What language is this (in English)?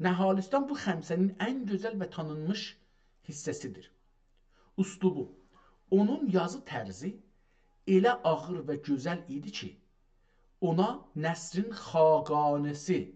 South Azerbaijani